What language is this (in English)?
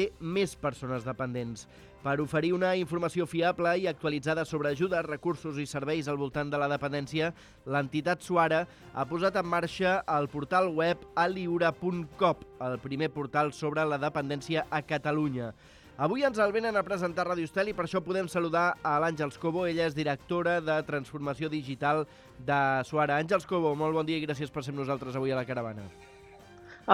Catalan